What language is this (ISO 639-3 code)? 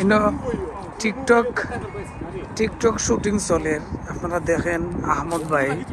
syl